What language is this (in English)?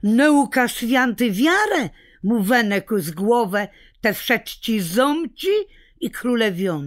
Kashubian